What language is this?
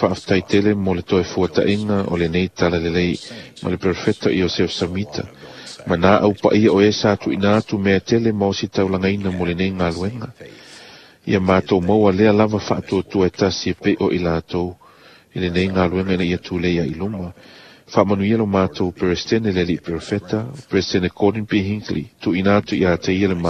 Samoan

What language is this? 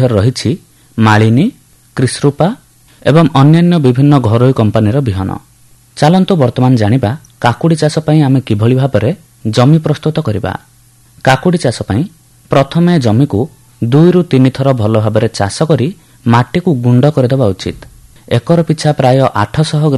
Odia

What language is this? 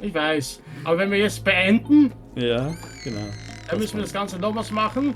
Swiss German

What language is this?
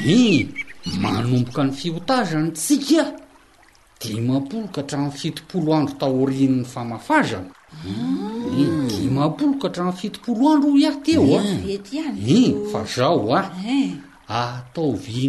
Malagasy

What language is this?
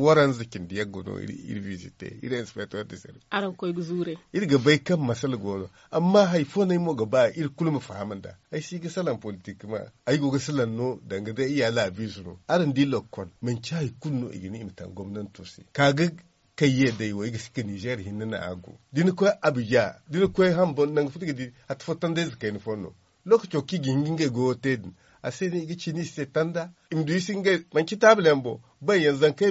Zarma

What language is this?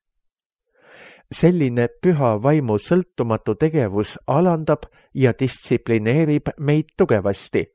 Estonian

